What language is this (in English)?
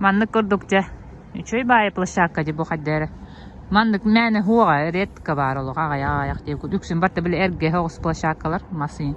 Yakut